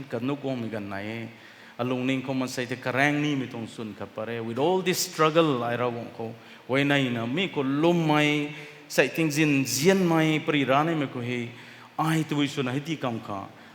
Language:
Rongmei Naga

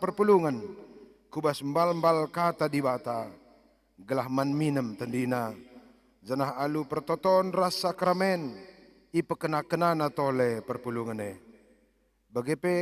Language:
Batak Karo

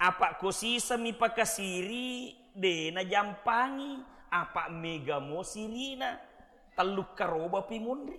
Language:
Buginese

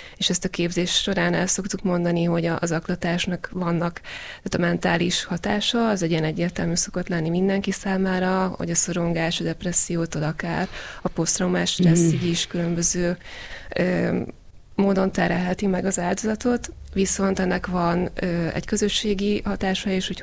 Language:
Hungarian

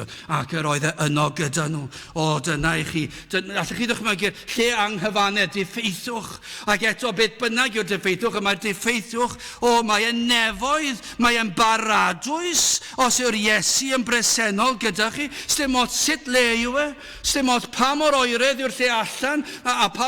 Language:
Welsh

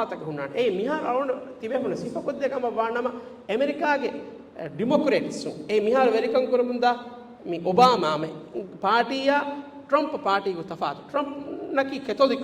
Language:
Divehi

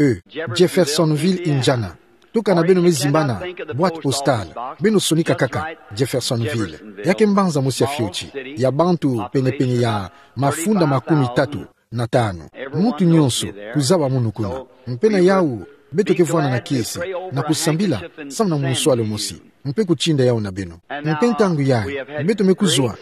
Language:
Kituba (Democratic Republic of Congo)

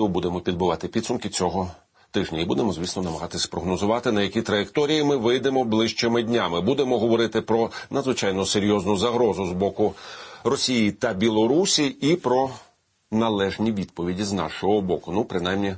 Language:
Ukrainian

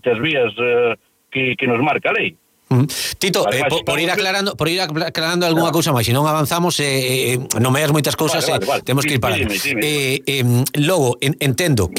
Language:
Galician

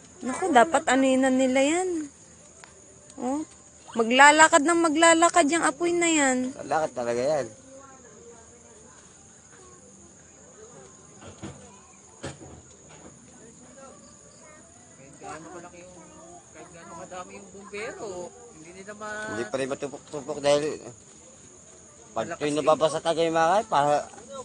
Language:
Filipino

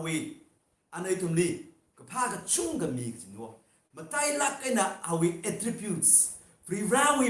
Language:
Tangkhul Naga (India)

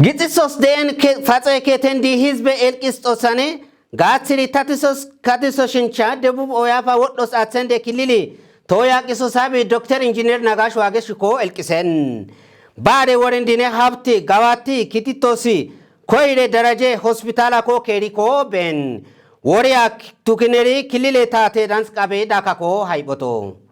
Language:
Kafa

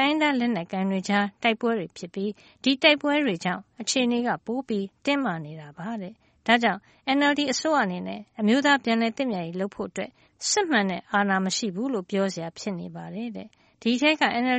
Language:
Burmese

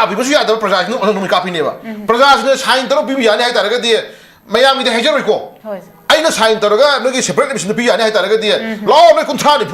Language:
Manipuri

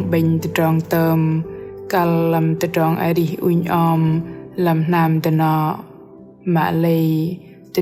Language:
Bahnar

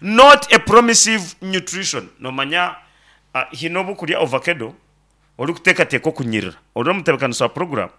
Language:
Nyankole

